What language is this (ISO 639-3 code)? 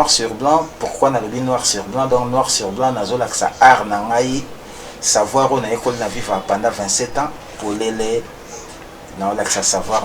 lin